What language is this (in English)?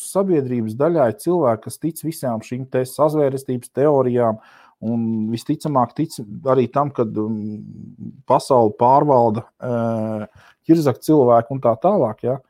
Latvian